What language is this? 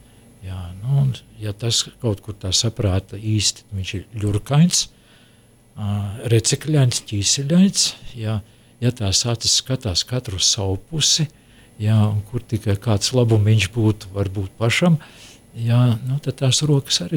Latvian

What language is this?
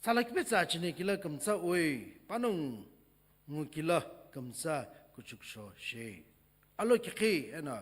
Sumi Naga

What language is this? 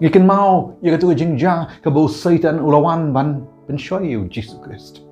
Khasi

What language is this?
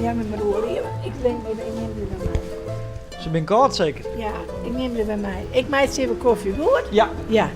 Western Frisian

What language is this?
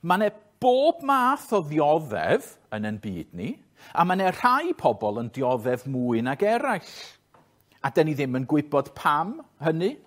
Welsh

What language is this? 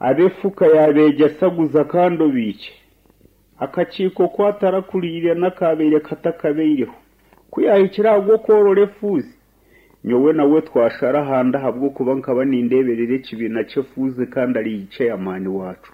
Nyankole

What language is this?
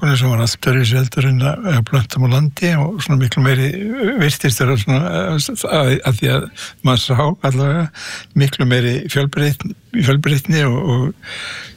Icelandic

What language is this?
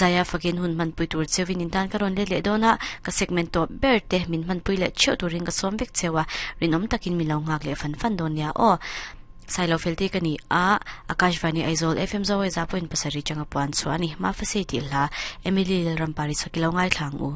Mizo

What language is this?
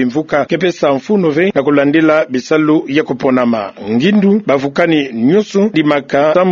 Kituba (Democratic Republic of Congo)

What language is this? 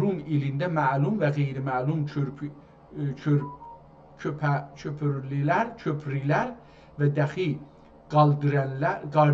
South Azerbaijani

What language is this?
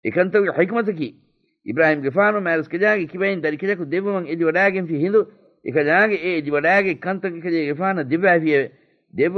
Divehi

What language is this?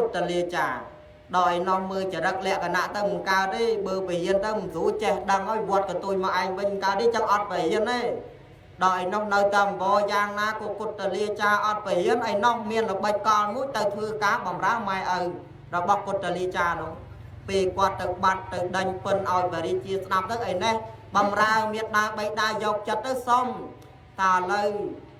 Khmer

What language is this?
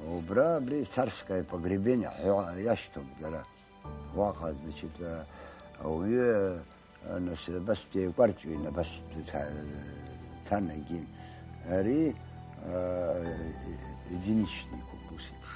Abkhazian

